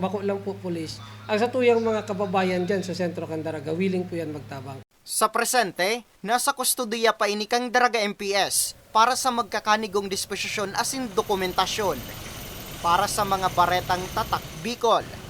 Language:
Bikol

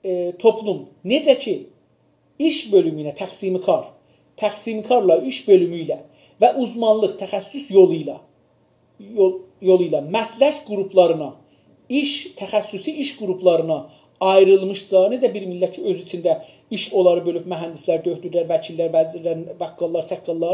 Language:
South Azerbaijani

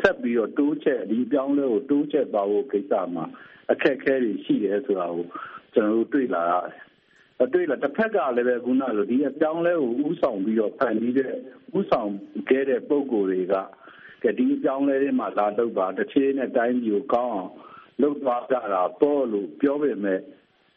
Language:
Burmese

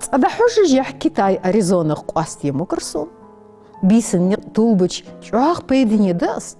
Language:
Ingush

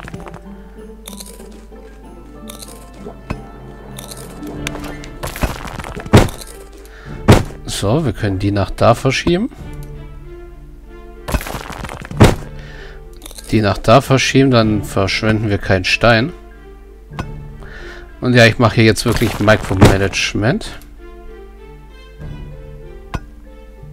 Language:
German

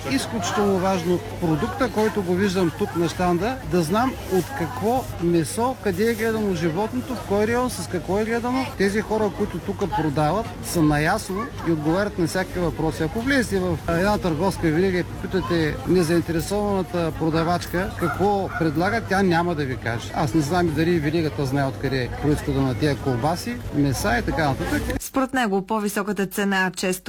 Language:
Bulgarian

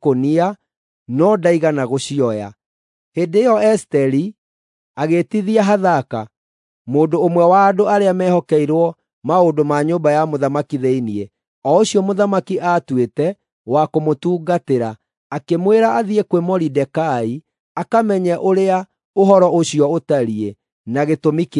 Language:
Kikuyu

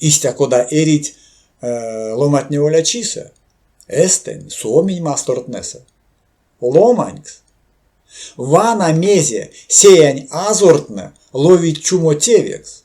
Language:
Erzya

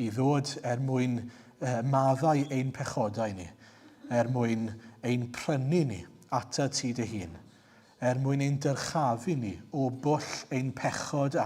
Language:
Welsh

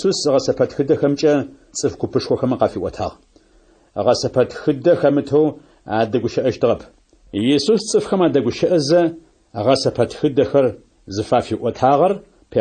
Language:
Adyghe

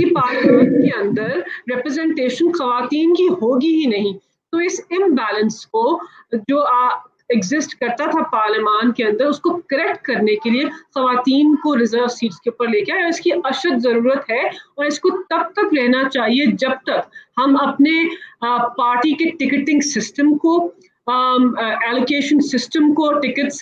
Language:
Urdu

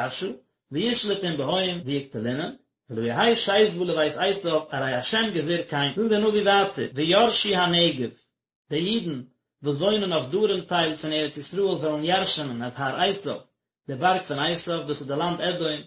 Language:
Yiddish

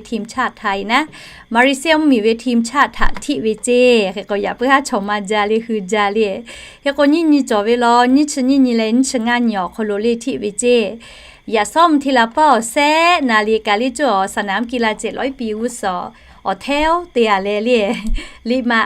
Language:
Lahu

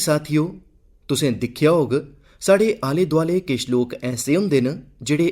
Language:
Dogri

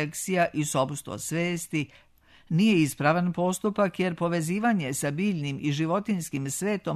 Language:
Serbian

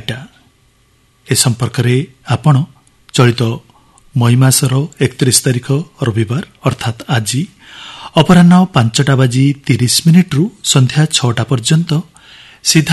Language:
Odia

